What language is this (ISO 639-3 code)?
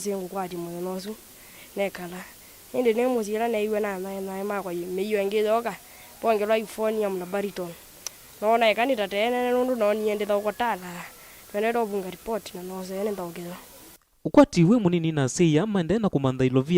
kam